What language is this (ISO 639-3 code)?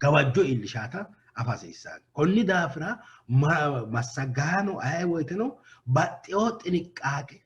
sid